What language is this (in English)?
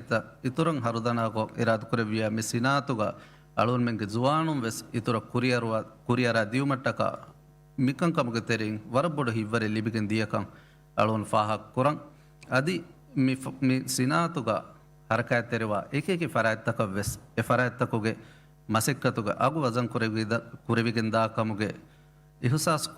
Divehi